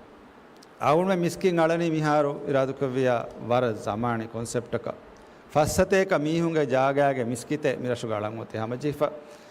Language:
Divehi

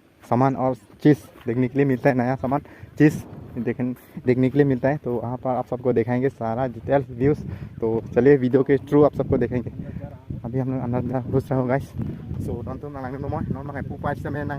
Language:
Karbi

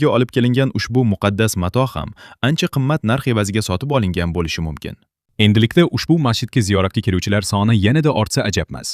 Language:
Uzbek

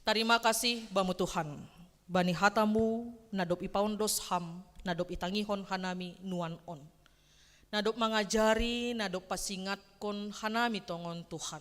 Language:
Batak Simalungun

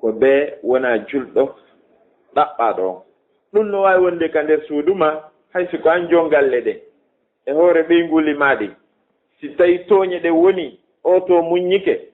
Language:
Fula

